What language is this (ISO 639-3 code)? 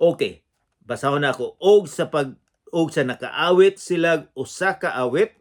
ceb